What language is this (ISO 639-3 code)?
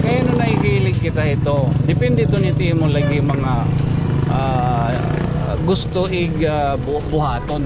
war